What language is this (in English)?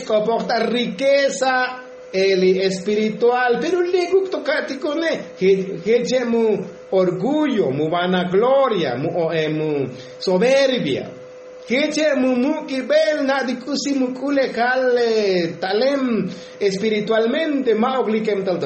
Tzotzil